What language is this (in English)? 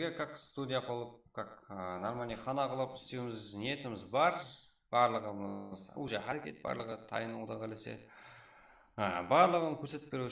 Kara-Kalpak